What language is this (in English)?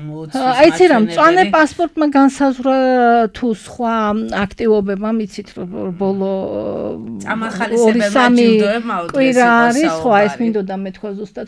Georgian